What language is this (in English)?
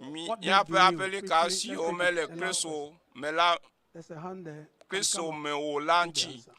Ewe